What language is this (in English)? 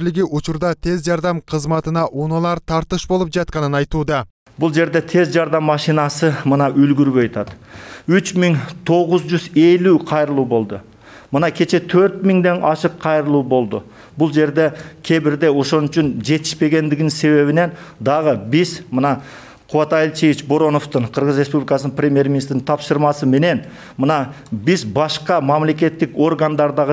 Kyrgyz